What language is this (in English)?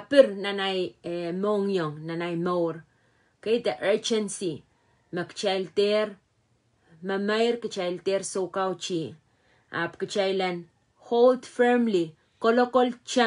Pohnpeian